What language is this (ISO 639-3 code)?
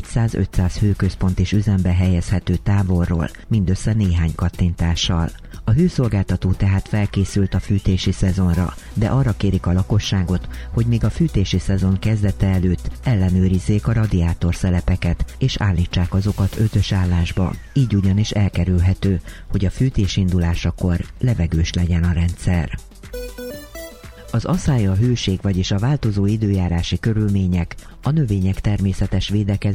hun